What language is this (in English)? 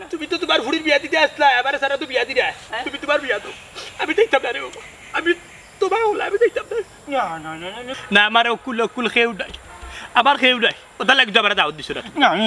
Sylheti